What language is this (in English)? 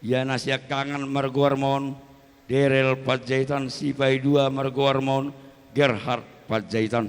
Batak Toba